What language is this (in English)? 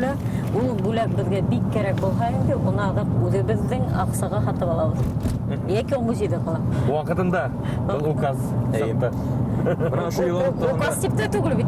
Bashkir